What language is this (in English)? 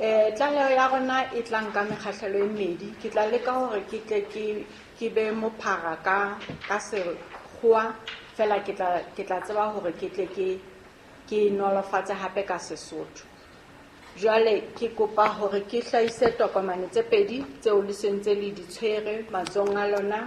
Southern Sotho